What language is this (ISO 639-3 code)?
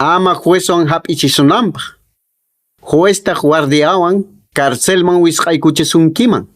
que